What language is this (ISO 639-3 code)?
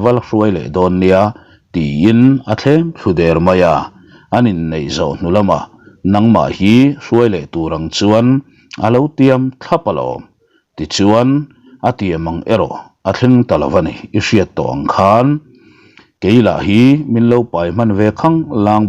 lus